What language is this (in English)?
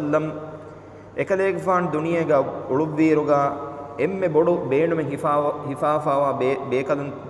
Divehi